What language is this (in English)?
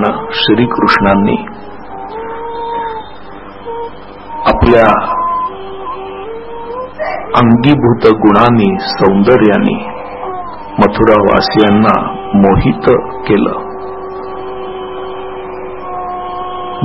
Marathi